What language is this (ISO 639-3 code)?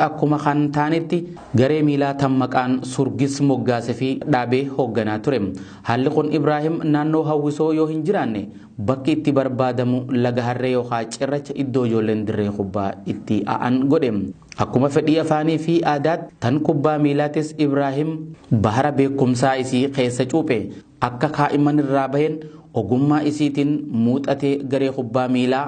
orm